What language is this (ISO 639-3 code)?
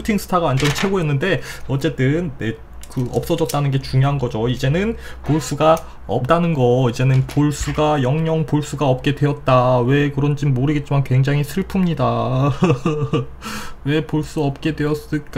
kor